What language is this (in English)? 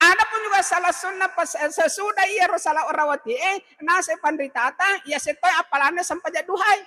Buginese